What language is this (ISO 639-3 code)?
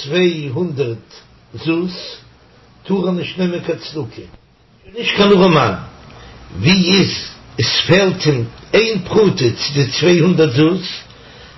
yid